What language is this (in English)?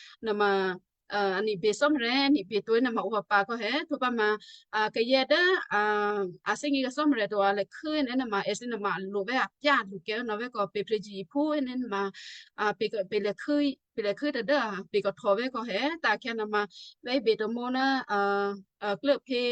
Western Kayah